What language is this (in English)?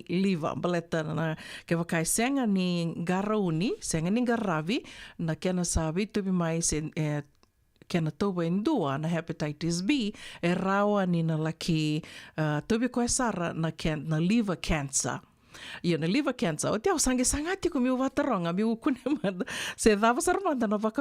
Fijian